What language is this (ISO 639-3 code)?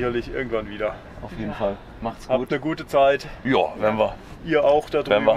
deu